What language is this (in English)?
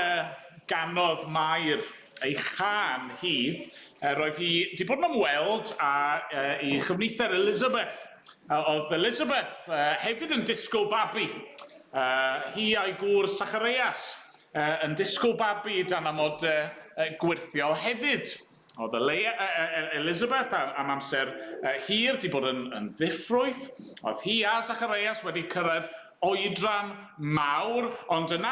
Welsh